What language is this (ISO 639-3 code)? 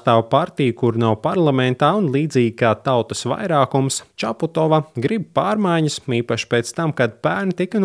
lav